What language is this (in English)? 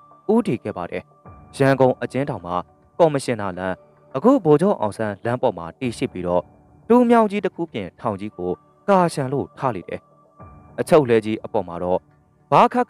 Burmese